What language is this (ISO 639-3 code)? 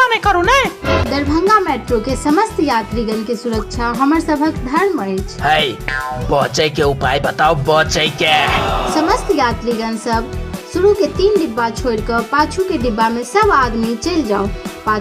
mai